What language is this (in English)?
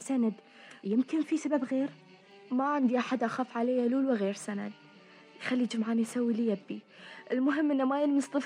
Gulf Arabic